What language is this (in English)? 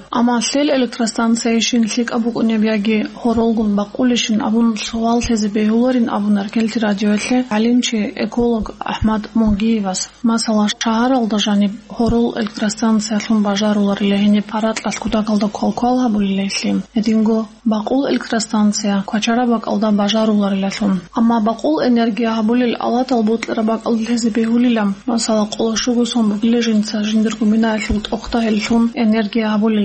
Avaric